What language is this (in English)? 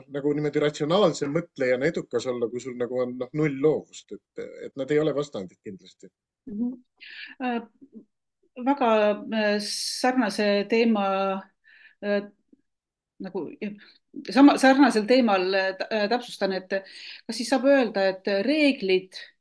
Estonian